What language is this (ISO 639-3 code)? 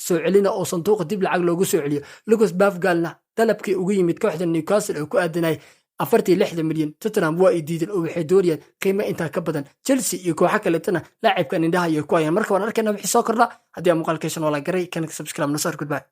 som